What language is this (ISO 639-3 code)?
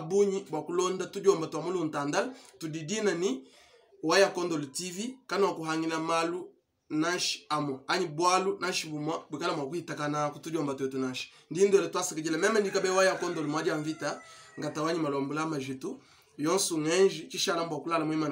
lua